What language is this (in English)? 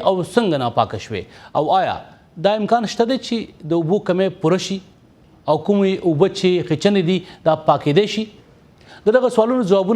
Pashto